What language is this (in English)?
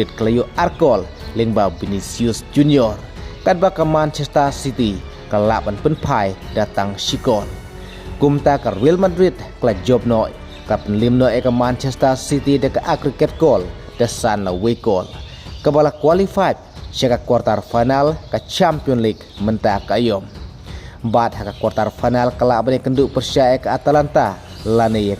Khasi